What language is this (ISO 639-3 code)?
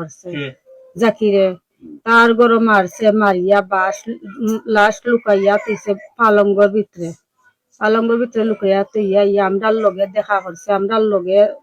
syl